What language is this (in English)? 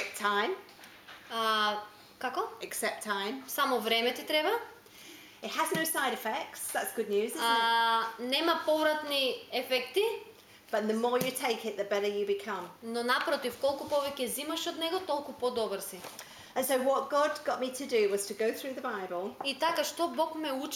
Macedonian